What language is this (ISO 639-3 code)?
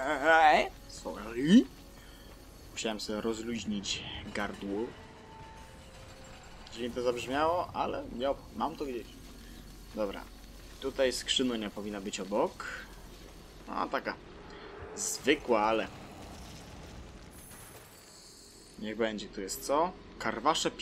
pol